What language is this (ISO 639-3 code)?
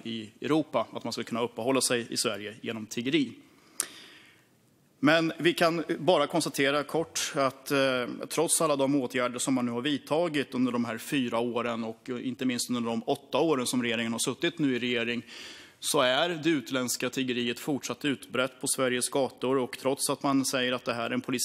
swe